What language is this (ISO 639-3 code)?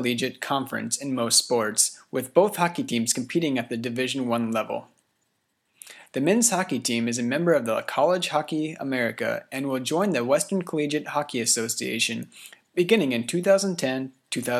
eng